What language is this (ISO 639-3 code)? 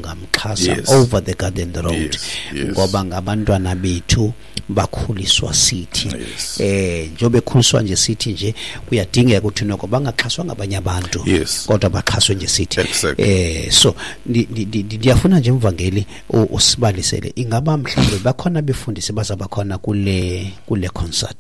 xho